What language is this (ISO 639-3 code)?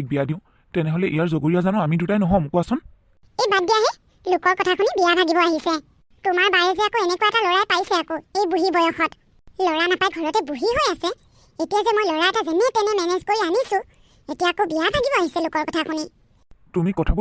asm